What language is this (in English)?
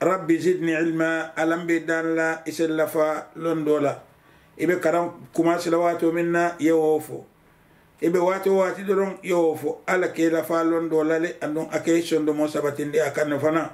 Mandingo